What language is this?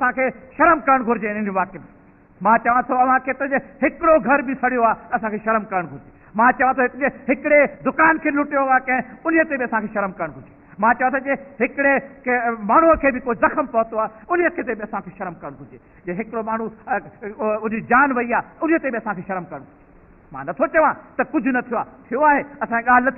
Sindhi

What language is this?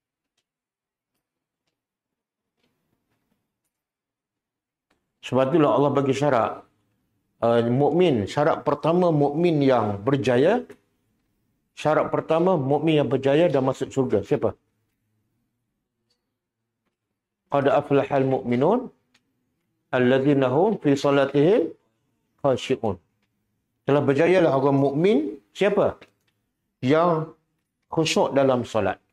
Malay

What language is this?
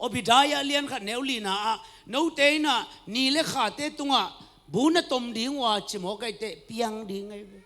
Tedim Chin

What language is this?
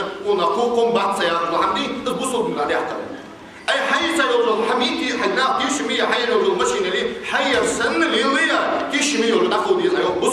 Ingush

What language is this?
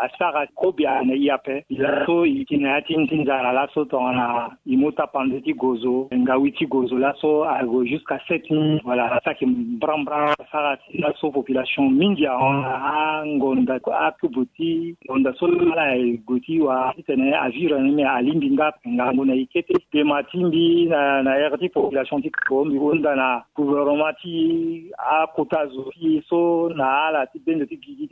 Sango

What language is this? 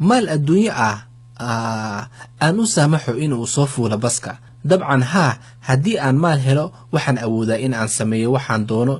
Somali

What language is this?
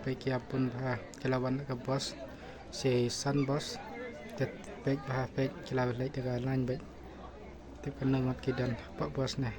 Khasi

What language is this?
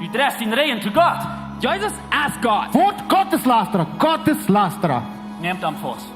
Plautdietsch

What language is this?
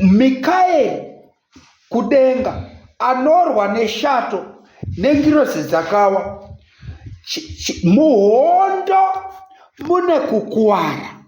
Shona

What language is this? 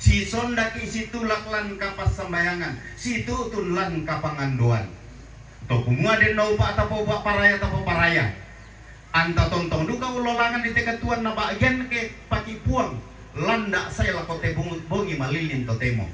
Toraja-Sa'dan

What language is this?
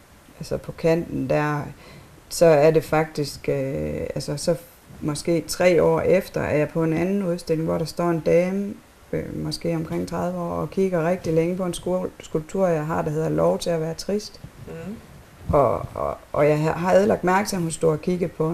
Danish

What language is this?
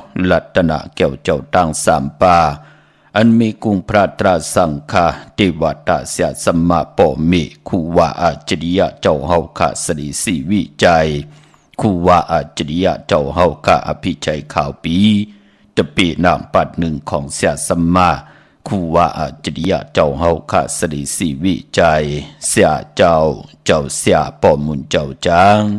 Shan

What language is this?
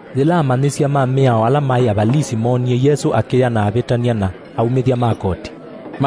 Kamba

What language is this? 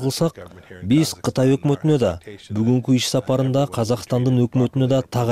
Kyrgyz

